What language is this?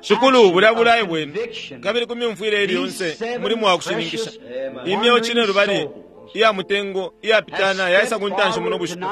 Bemba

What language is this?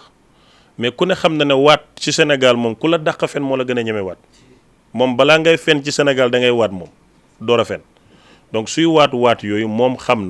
Wolof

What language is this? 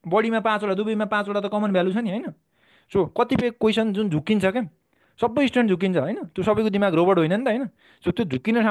Nepali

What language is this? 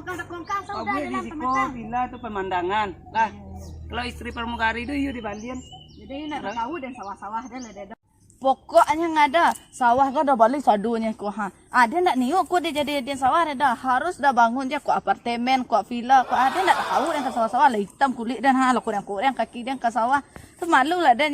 Minangkabau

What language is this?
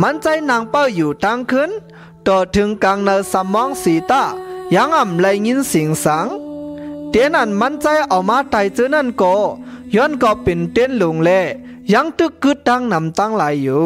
Shan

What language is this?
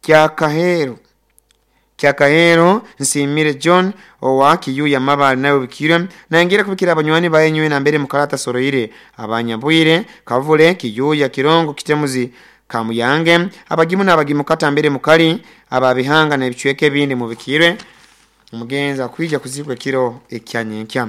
Nyoro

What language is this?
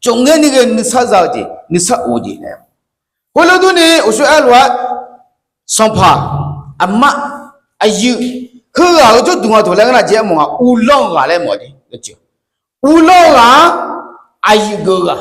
Akha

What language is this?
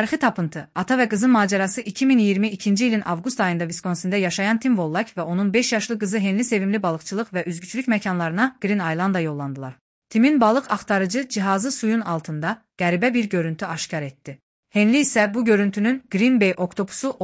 Azerbaijani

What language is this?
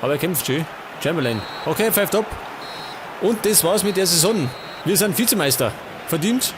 Bavarian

